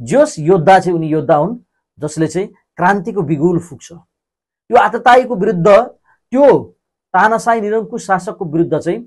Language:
Nepali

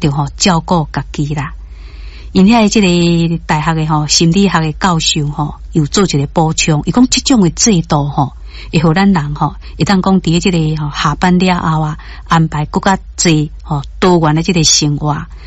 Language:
Min Nan Chinese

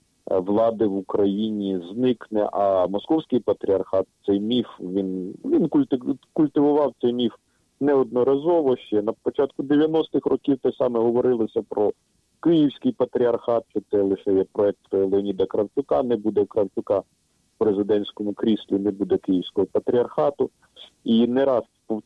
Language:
Ukrainian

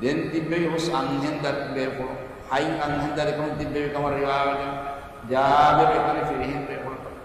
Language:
Divehi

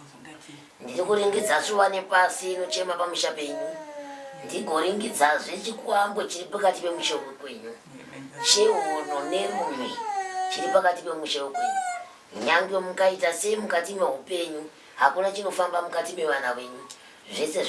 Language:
Shona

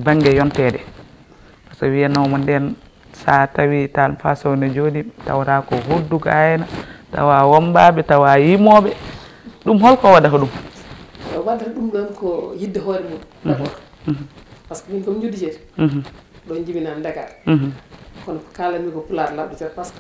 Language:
Fula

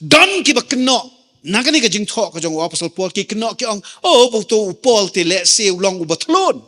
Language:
Khasi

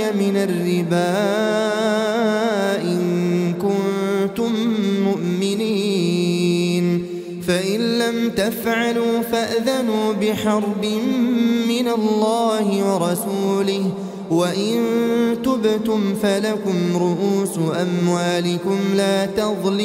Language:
Arabic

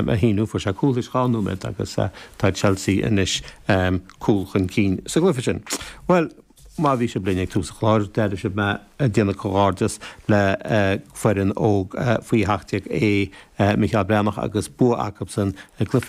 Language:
Irish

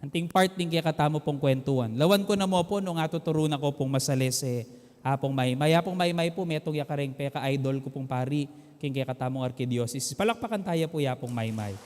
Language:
Pampanga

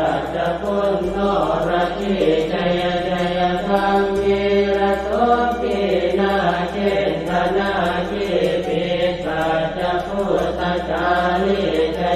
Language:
Pali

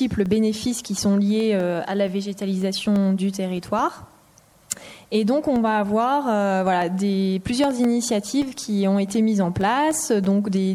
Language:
French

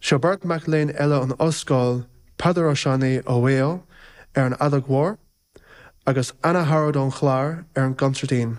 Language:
Irish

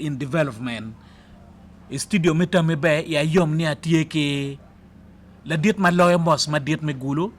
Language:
Acoli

